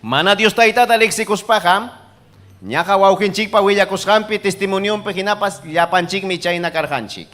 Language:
Ayacucho Quechua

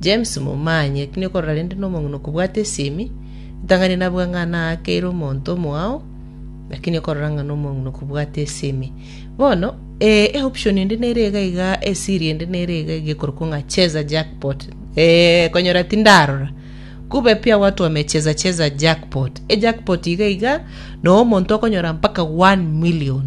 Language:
Gusii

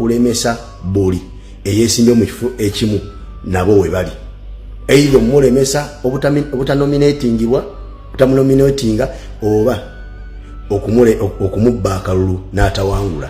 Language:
Ganda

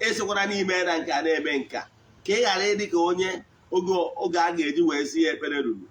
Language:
Igbo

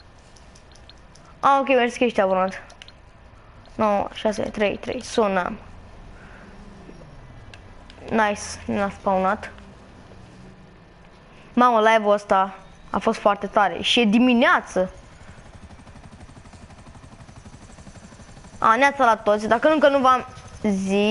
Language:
Romanian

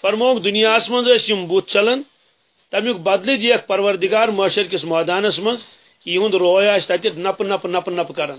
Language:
Kashmiri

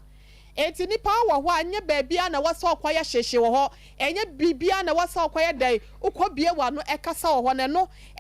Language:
Akan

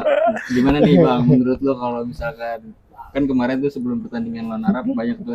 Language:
Betawi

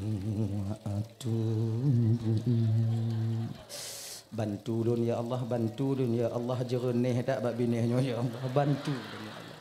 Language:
Achinese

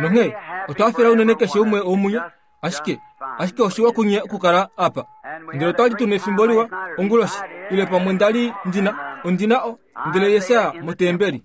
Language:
Kuanyama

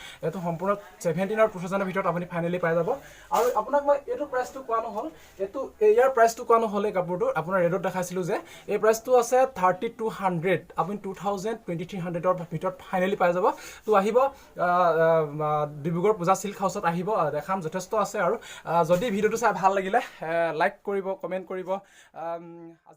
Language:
Assamese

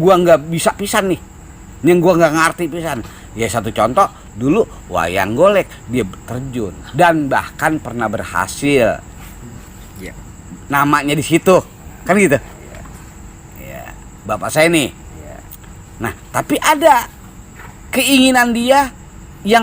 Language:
Betawi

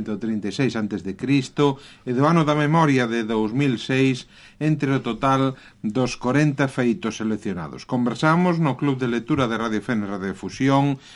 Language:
Galician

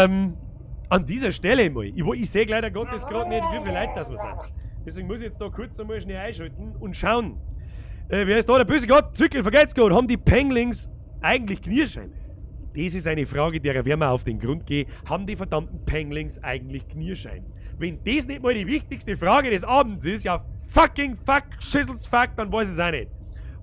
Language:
Bavarian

